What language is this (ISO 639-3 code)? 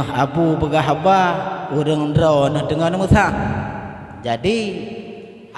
ace